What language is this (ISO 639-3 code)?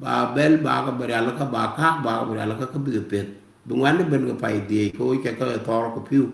nus